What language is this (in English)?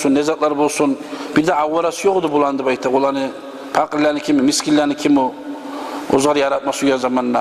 Kumyk